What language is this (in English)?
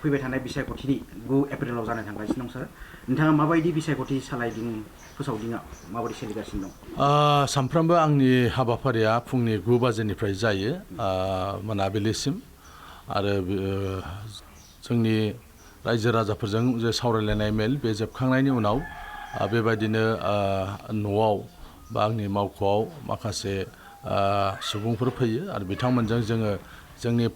Bodo